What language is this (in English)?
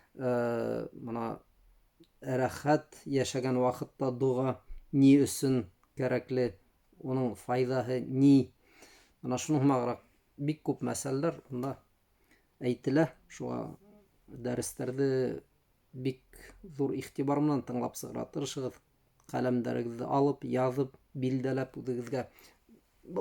Bashkir